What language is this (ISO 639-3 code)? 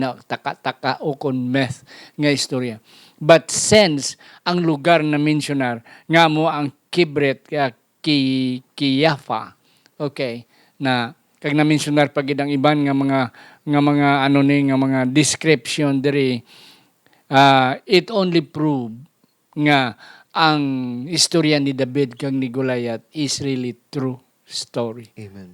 hil